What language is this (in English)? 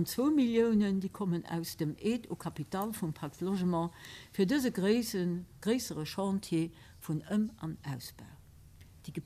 Luxembourgish